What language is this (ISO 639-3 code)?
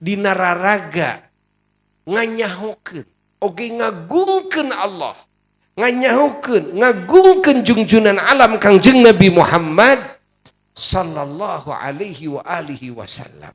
sun